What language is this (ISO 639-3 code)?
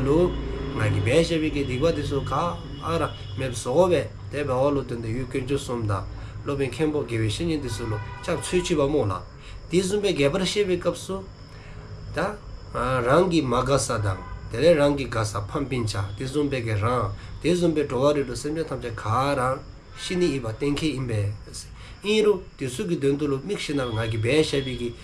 dzo